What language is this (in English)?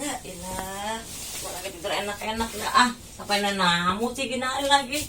Betawi